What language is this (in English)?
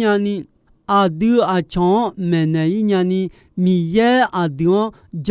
Akha